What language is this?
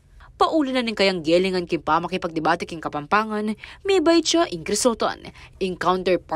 Pampanga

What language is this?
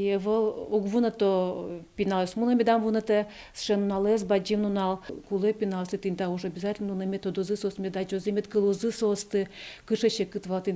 Udmurt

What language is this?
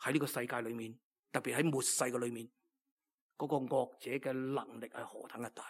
Cantonese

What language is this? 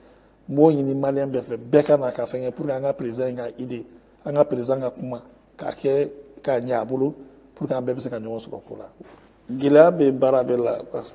Bambara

